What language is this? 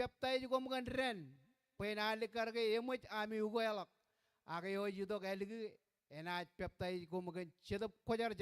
Marshallese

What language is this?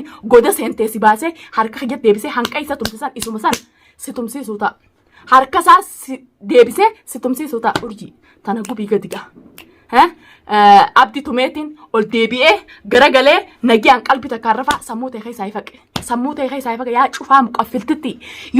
Oromo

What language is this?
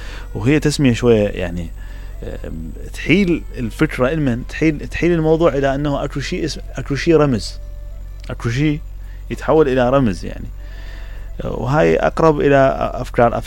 Mesopotamian Arabic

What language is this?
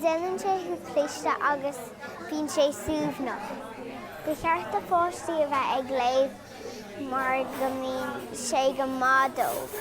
Irish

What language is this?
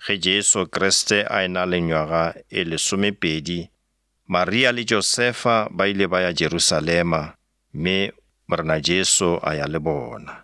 Northern Sotho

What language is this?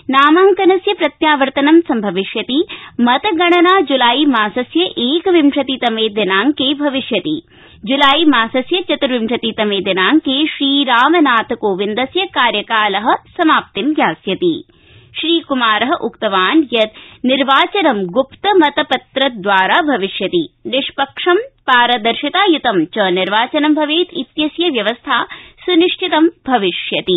Sanskrit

